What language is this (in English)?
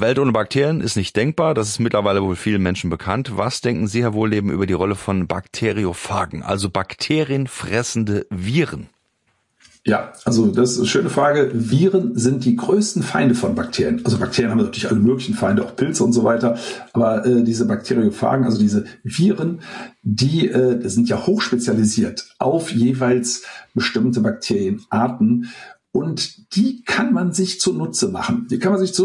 German